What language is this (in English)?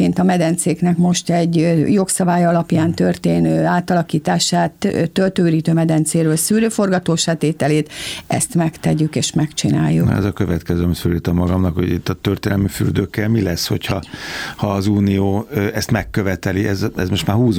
Hungarian